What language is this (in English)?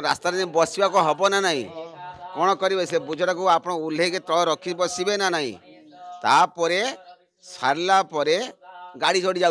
Odia